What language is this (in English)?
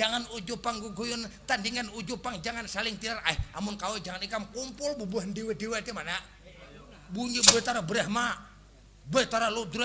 Banjar